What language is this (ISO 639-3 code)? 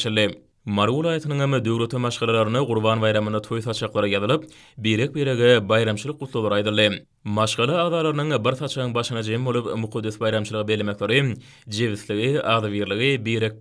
tuk